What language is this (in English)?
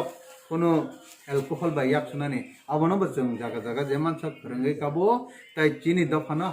Kok Borok